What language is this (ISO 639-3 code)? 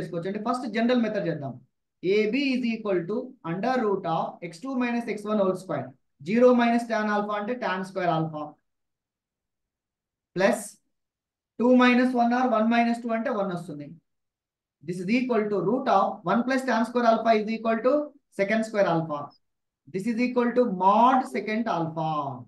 tel